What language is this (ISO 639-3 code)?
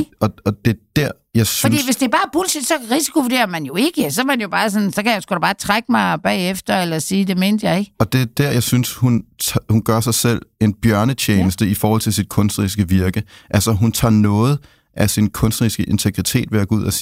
dan